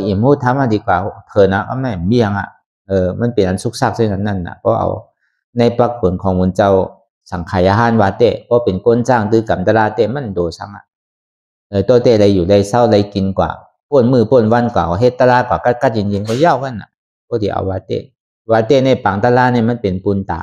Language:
Shan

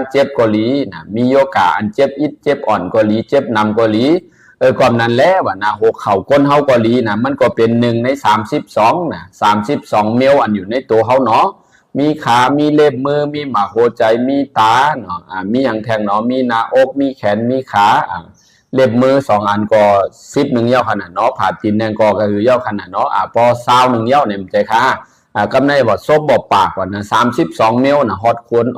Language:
Shan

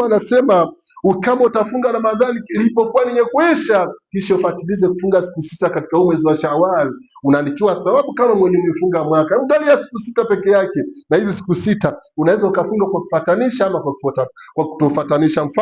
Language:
Swahili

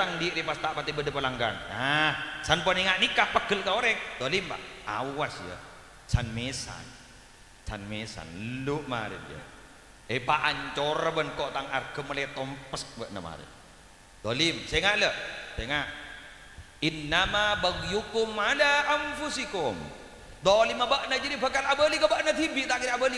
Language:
Madurese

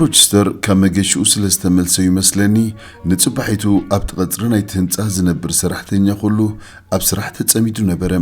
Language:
Tigrinya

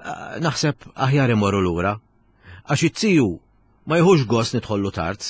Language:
Maltese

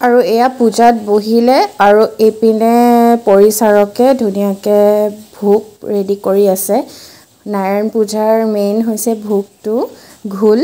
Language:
Assamese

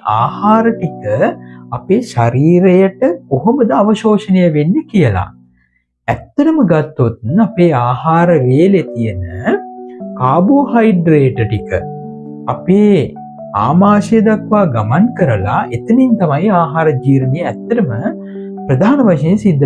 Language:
Sinhala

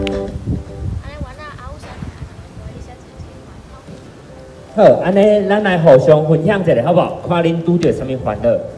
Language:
Min Nan Chinese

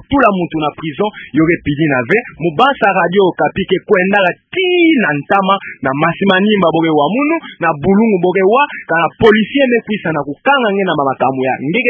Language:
Kituba (Democratic Republic of Congo)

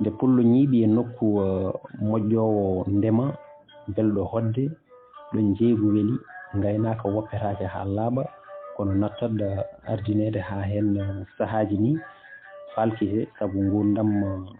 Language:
Fula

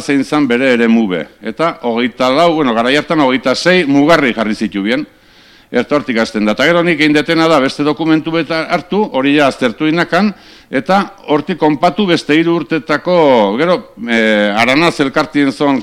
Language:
Basque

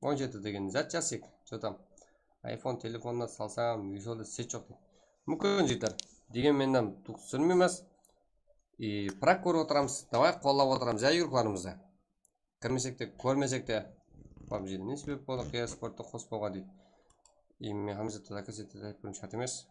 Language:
Kara-Kalpak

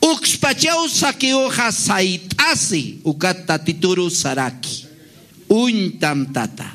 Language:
Aymara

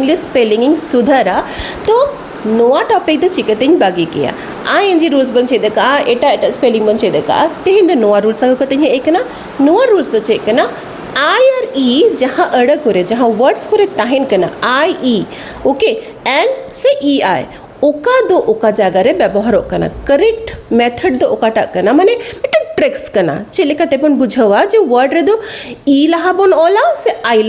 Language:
Santali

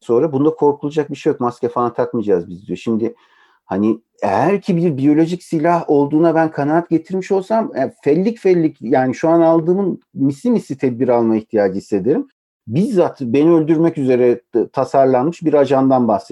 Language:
Turkish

